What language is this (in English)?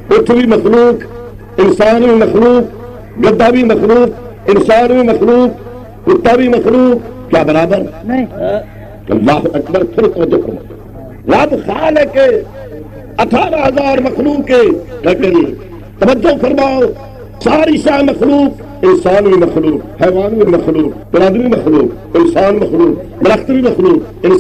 Saraiki